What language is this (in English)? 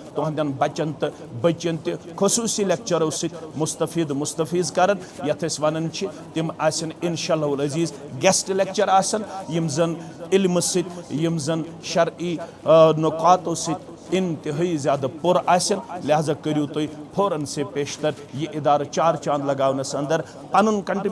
Kashmiri